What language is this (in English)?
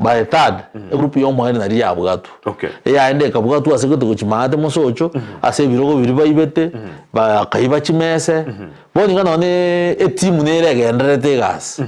Gusii